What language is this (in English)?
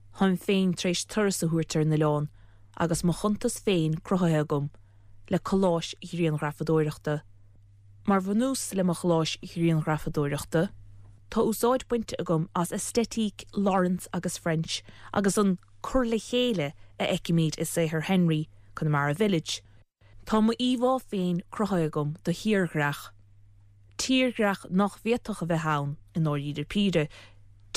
Irish